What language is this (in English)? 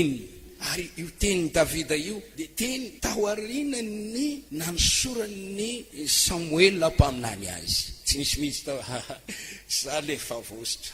Malagasy